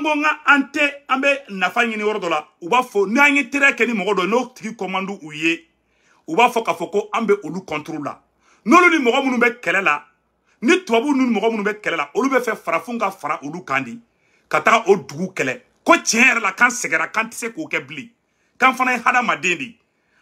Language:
Bambara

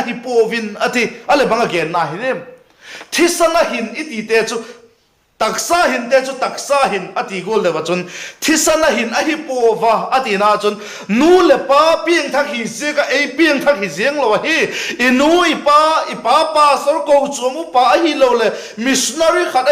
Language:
Vaiphei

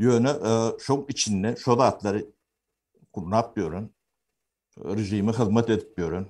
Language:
Turkmen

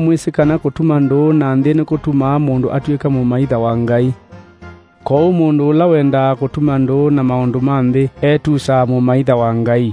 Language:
Kamba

